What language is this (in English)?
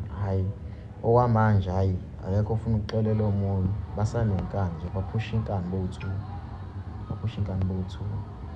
Zulu